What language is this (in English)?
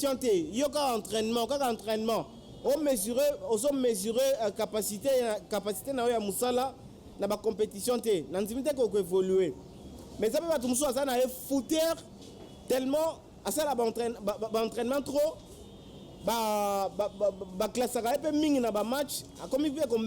Lingala